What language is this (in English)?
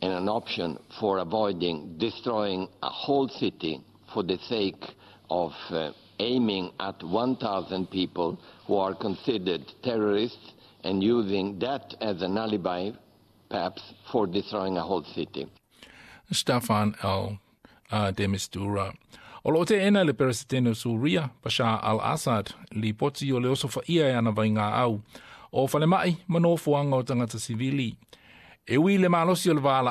Samoan